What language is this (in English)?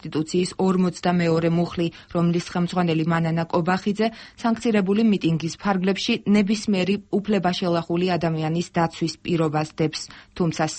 Georgian